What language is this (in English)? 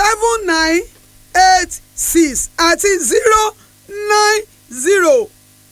Yoruba